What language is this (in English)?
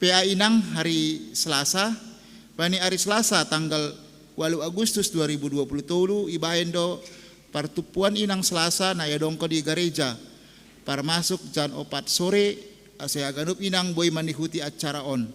Batak Simalungun